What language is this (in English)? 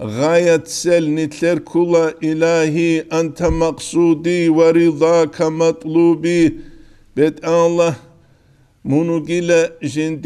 Avaric